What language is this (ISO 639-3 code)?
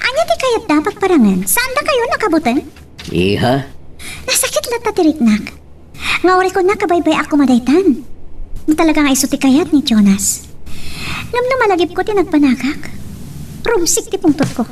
ilo